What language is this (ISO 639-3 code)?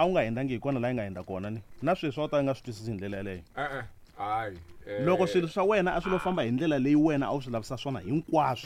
tso